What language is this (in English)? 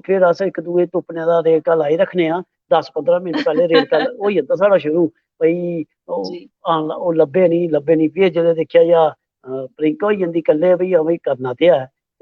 Dogri